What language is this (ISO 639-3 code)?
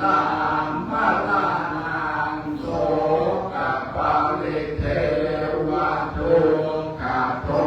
pli